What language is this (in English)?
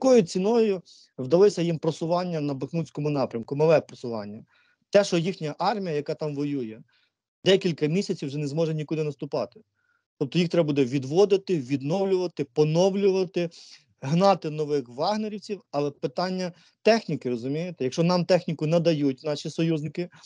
Ukrainian